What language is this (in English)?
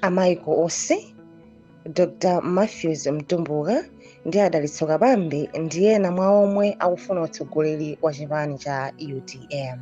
Nyanja